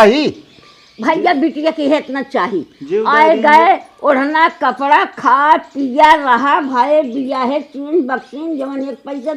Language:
Awadhi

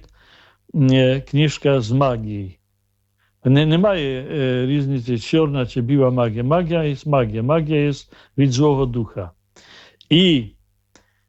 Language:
Ukrainian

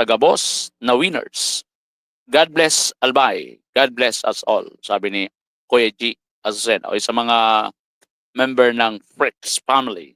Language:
Bikol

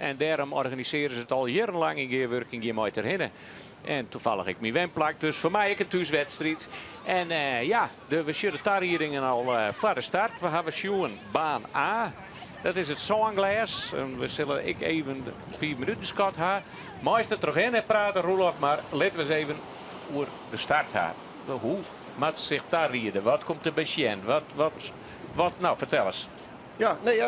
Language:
Western Frisian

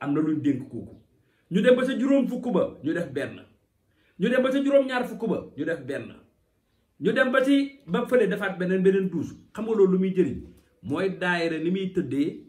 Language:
Wolof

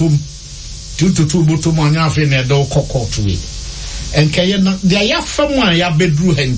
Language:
Akan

